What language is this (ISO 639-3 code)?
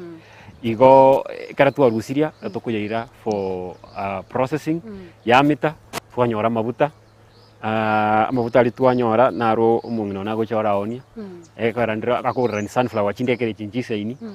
guz